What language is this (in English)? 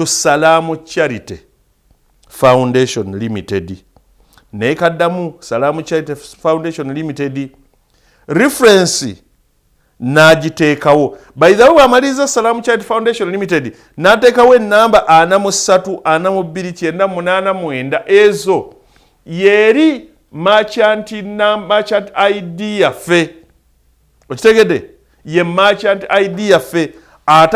Ganda